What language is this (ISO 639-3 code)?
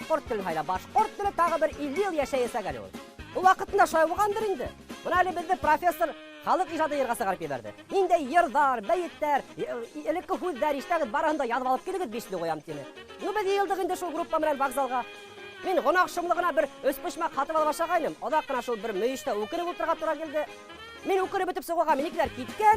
bak